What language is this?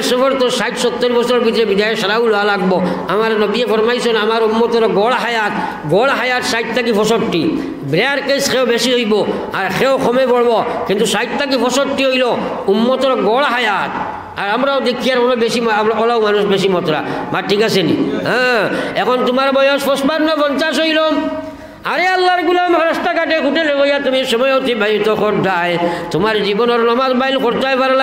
Sylheti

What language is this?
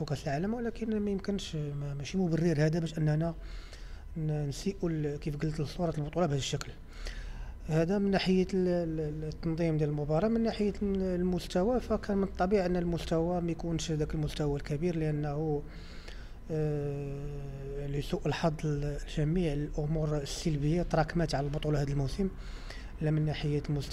Moroccan Arabic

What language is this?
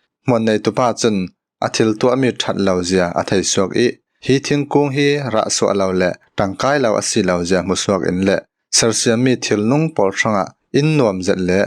Falam Chin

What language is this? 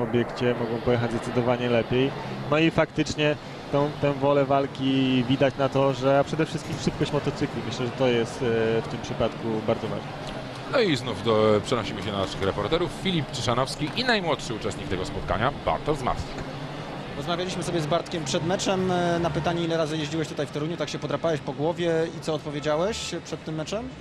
Polish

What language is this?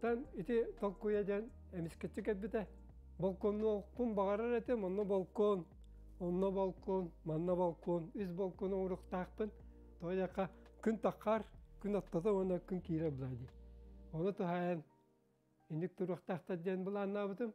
Yakut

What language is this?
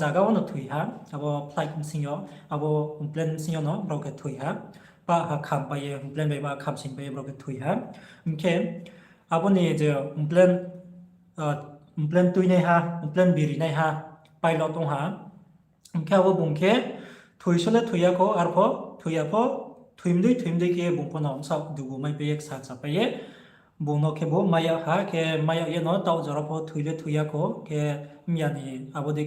Riang (India)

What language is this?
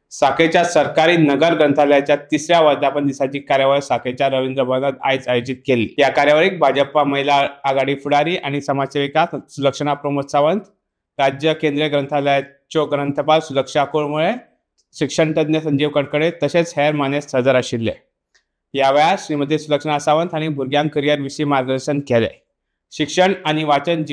Konkani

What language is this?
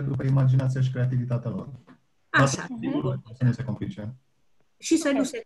Romanian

